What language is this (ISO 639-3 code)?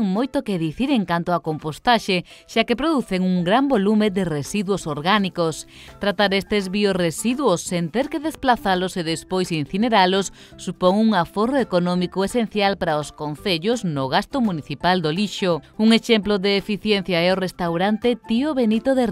glg